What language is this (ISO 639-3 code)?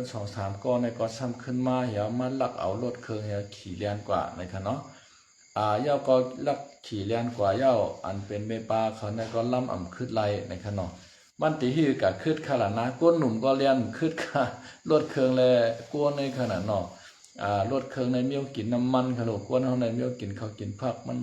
shn